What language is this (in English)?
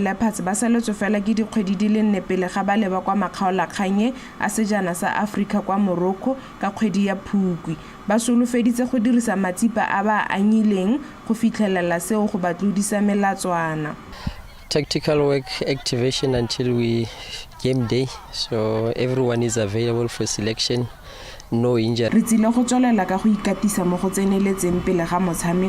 Tswana